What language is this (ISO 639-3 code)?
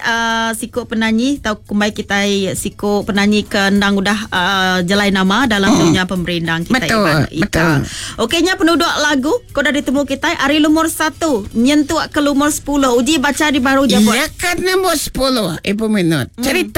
iba